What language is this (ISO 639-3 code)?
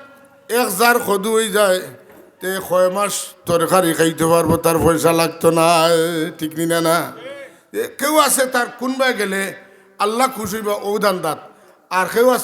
syl